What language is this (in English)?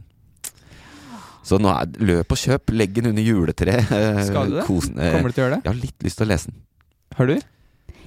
Norwegian